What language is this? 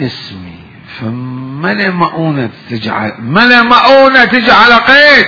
Mesopotamian Arabic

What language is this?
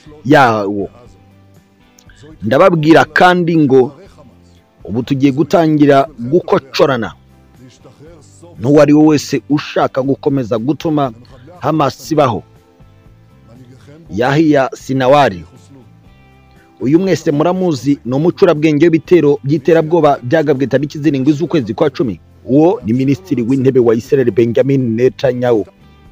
Kinyarwanda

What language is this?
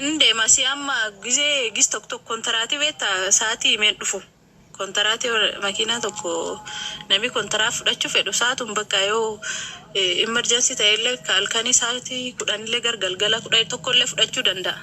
Oromo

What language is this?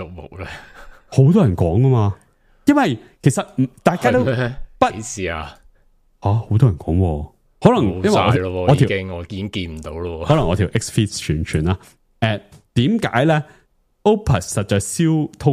Cantonese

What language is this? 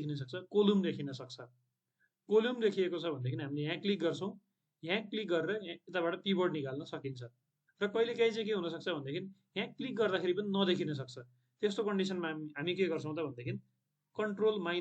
Nepali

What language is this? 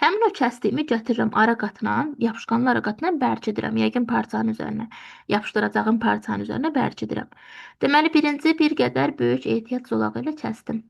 Azerbaijani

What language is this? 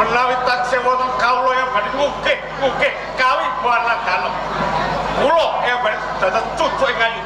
Javanese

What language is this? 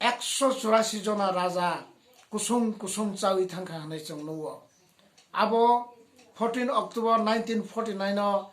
Kok Borok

